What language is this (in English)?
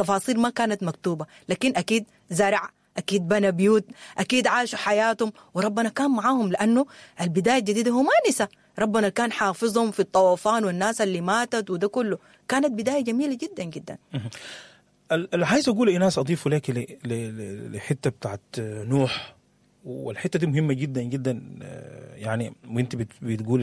Sudanese Arabic